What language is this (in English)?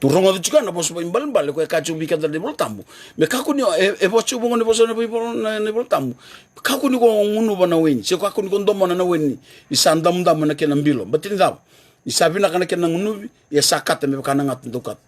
Fijian